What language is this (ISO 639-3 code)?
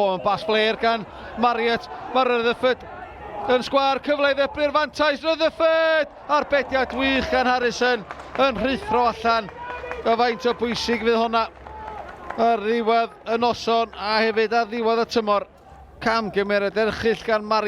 cym